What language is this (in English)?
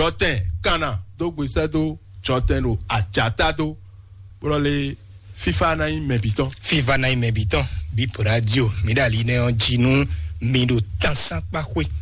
Fon